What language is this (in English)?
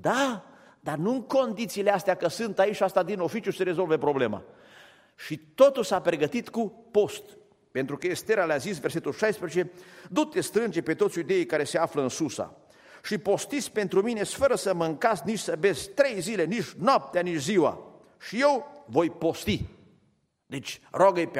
Romanian